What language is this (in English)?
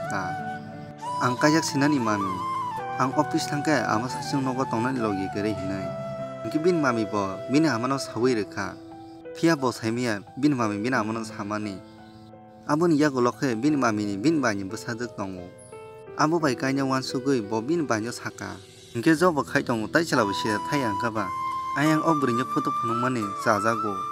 Kok Borok